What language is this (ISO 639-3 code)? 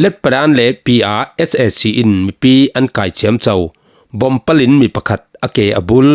cfm